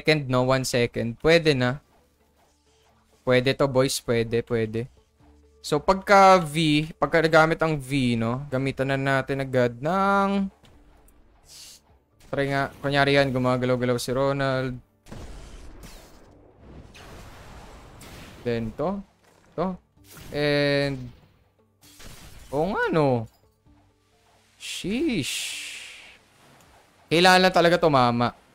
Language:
Filipino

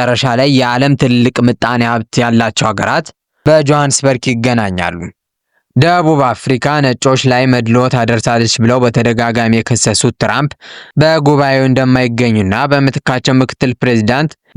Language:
Amharic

